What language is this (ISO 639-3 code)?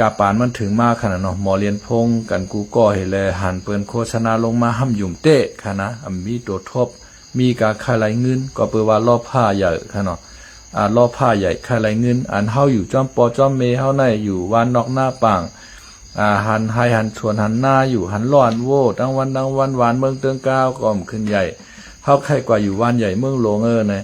lao